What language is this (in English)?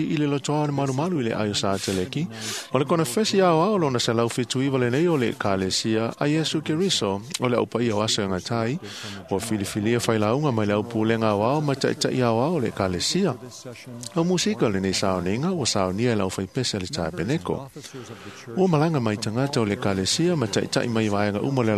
Samoan